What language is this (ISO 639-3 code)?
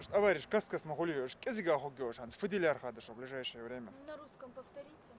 inh